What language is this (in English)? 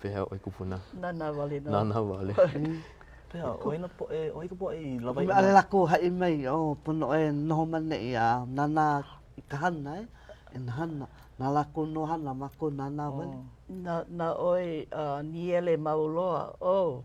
Hawaiian